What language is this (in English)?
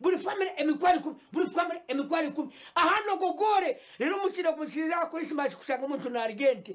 Nyankole